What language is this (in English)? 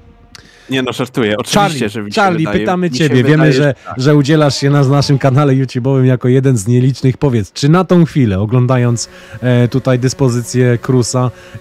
Polish